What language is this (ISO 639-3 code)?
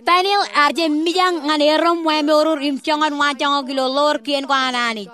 mah